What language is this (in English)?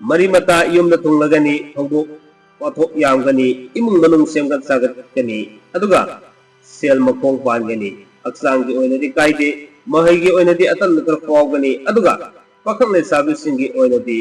Manipuri